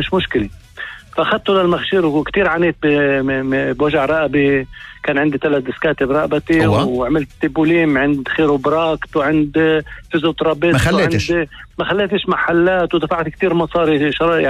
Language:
North Levantine Arabic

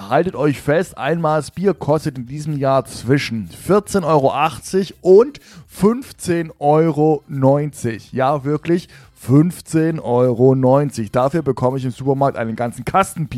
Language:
German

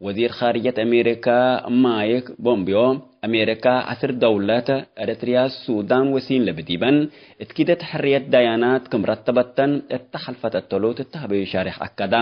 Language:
Tigre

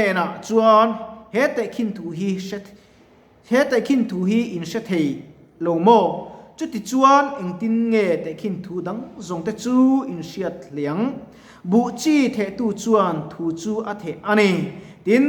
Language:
Mizo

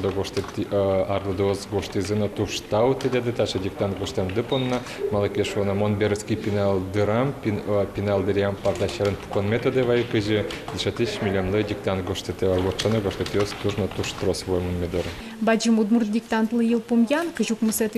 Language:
Udmurt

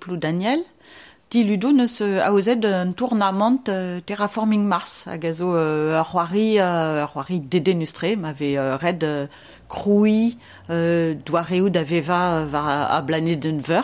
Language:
Breton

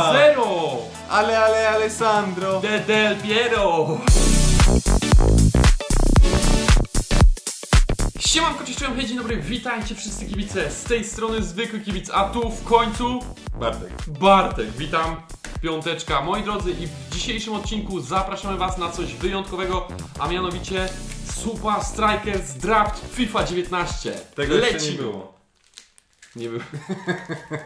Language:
Polish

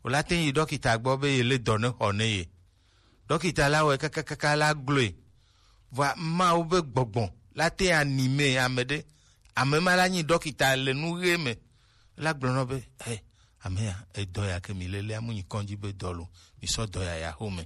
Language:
Gen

